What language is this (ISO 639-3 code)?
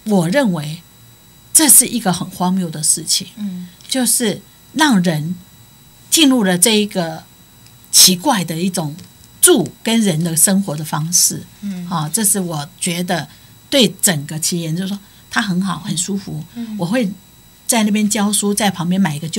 nan